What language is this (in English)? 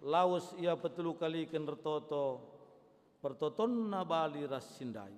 Batak Karo